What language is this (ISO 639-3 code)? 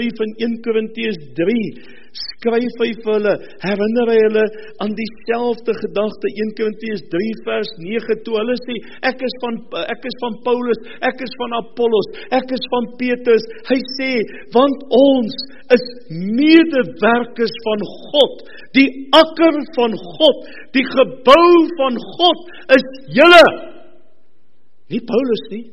afr